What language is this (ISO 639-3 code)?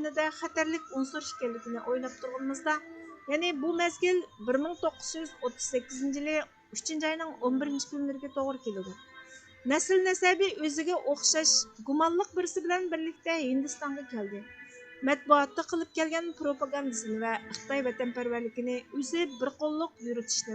uig